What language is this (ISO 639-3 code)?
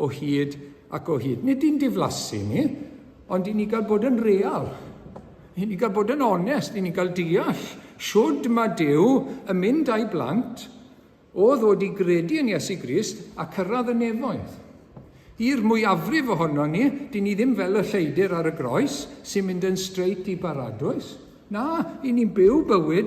cym